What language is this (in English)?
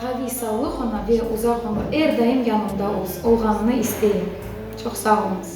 Crimean Tatar